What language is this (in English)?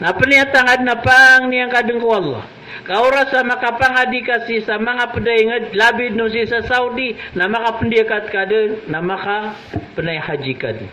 Maranao